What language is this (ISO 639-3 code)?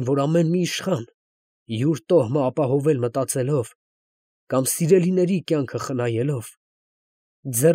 hye